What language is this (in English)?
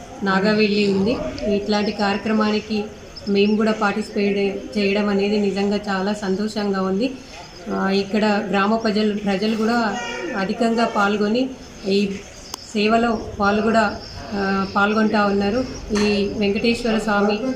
Telugu